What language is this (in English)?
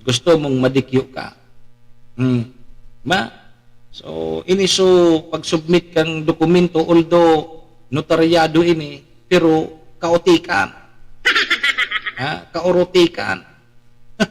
Bikol